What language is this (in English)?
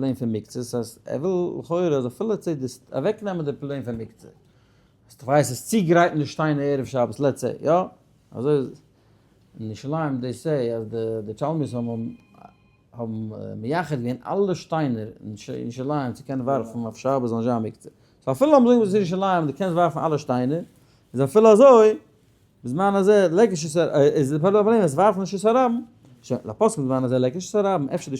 Yiddish